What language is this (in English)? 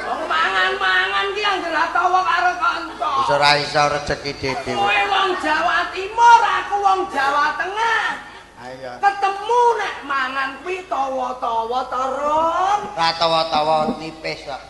Javanese